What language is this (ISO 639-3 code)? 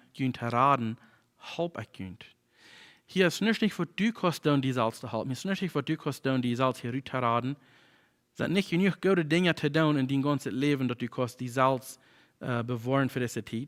pdt